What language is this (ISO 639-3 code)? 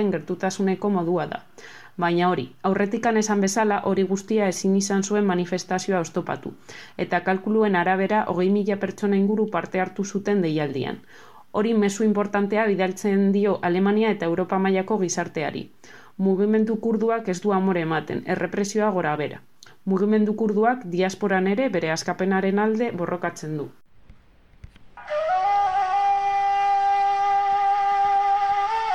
eus